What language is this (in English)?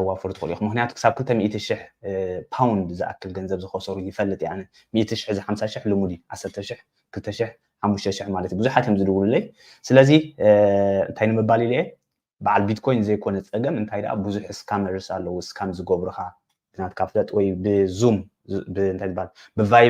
Tigrinya